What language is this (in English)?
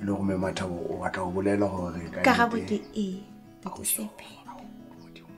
Southern Sotho